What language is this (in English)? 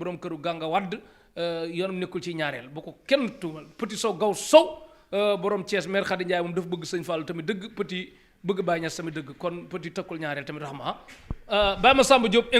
Wolof